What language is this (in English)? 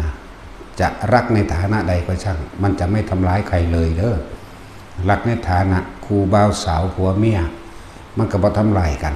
Northeastern Thai